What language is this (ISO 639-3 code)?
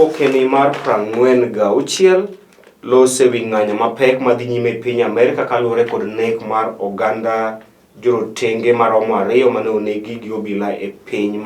luo